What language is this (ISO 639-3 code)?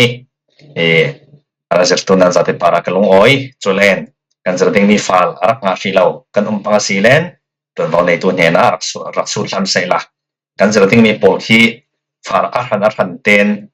cfm